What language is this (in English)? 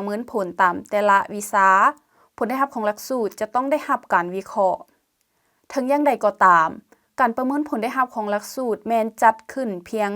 Lao